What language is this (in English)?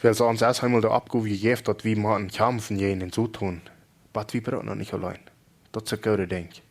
Plautdietsch